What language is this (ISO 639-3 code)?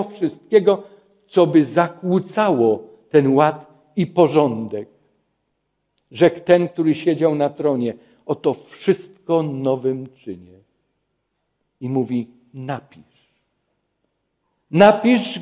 pol